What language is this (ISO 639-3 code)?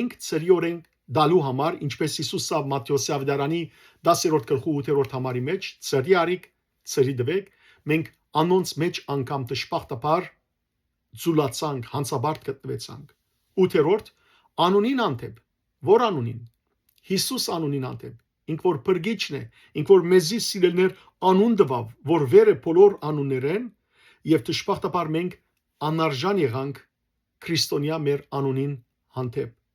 hyw